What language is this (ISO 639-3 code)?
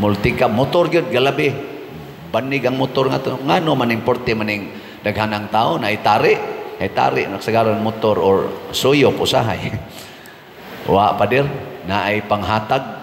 ceb